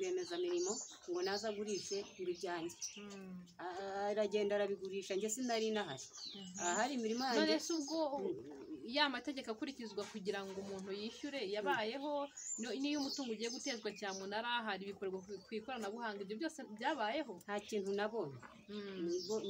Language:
Kinyarwanda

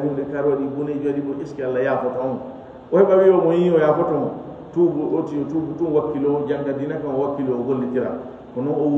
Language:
Fula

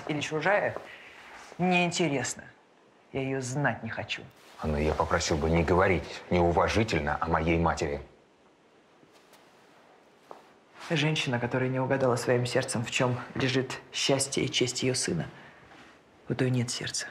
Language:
Russian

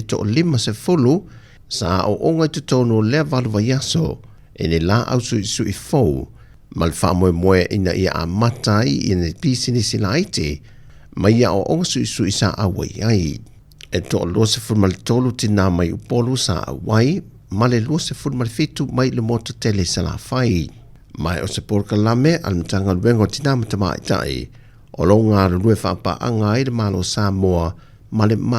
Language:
Samoan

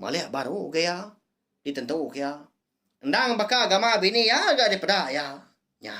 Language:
Iban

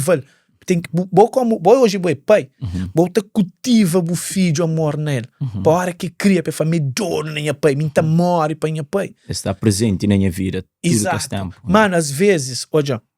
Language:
Kabuverdianu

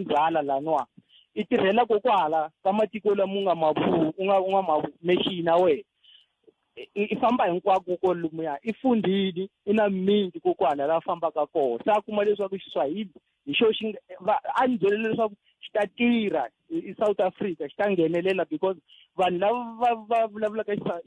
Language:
Tsonga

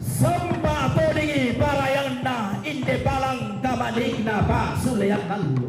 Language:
Toraja-Sa'dan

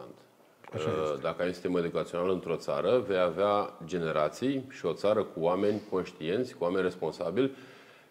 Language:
Romanian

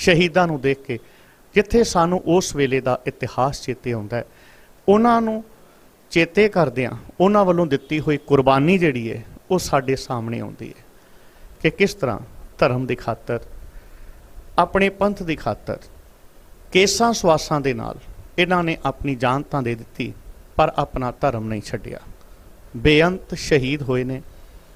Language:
Punjabi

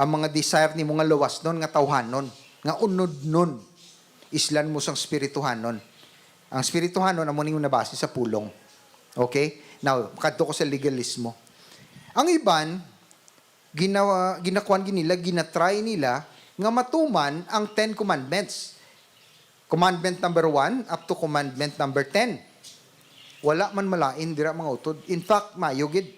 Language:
Hiligaynon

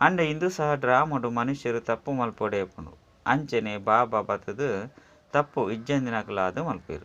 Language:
Tulu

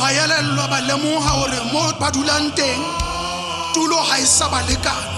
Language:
Southern Sotho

